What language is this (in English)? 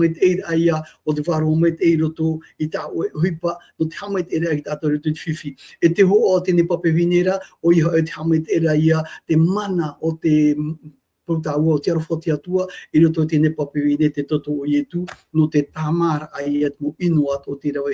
Tahitian